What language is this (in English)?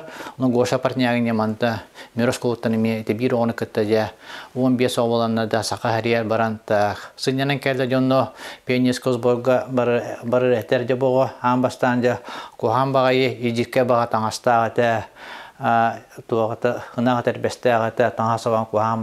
Yakut